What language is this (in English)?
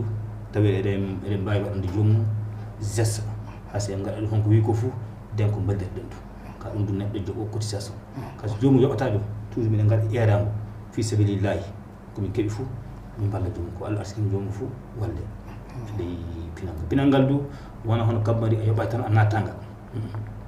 Fula